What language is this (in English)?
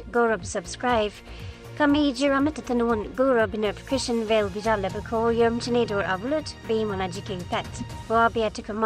Nuer